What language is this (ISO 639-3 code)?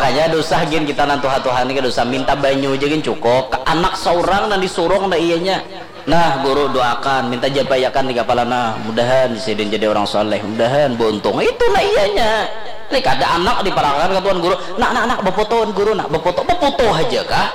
bjn